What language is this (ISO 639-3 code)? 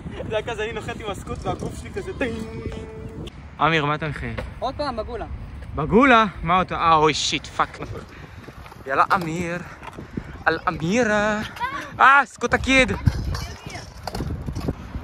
heb